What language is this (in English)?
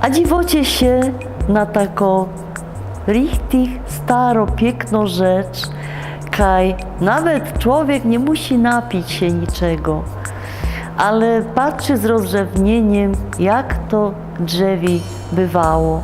Silesian